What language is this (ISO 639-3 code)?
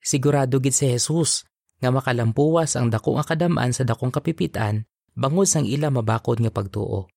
hil